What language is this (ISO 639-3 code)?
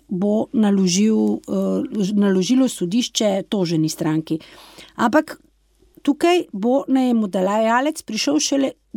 slv